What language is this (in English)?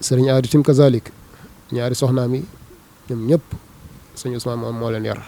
Wolof